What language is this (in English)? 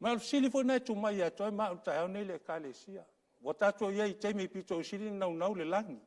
Samoan